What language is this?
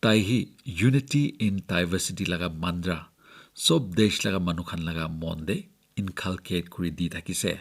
Naga Pidgin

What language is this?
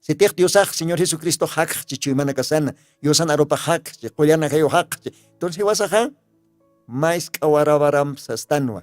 Aymara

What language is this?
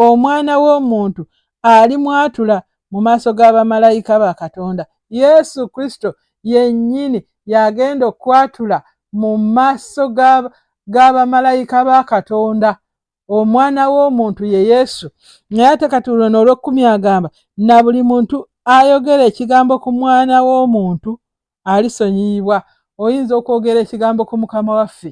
Ganda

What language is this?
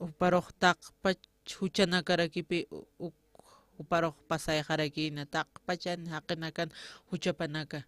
Aymara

